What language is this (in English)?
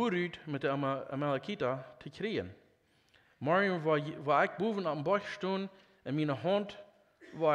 Plautdietsch